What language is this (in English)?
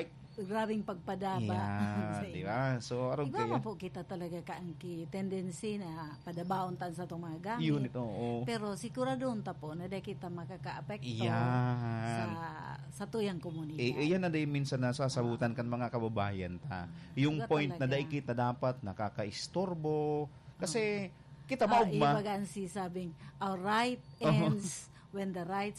Bikol